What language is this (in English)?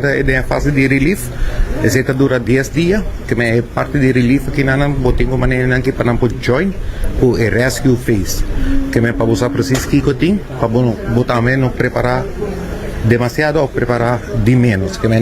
Papiamento